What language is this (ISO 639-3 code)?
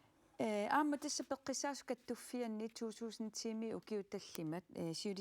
kal